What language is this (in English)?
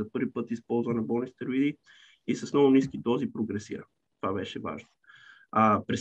Bulgarian